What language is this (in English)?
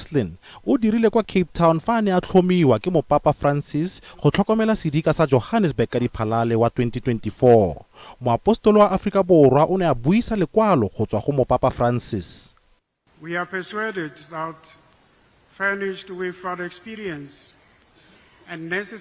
Tswana